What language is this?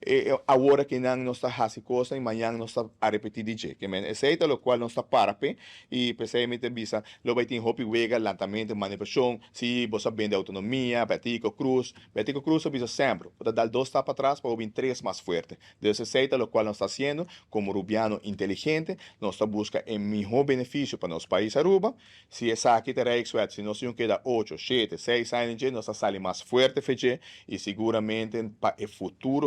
Papiamento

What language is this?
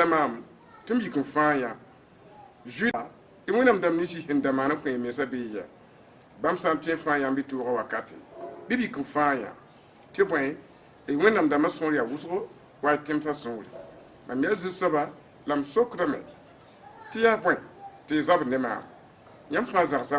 Mossi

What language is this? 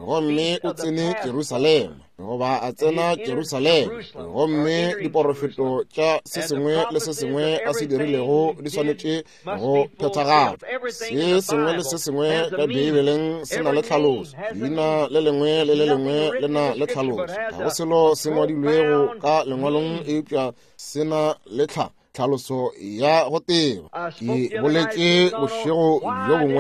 Northern Sotho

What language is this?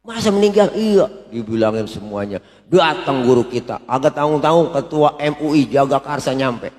Betawi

